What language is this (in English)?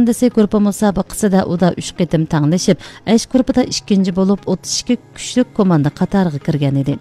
Uyghur